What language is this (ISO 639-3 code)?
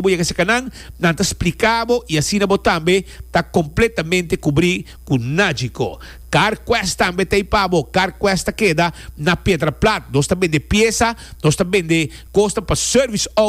pap